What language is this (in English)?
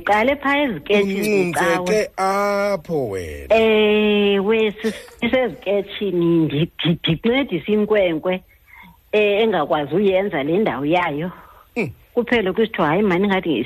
Xhosa